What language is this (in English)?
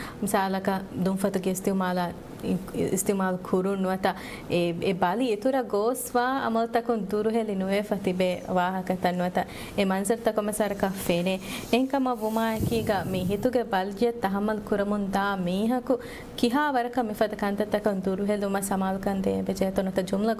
Divehi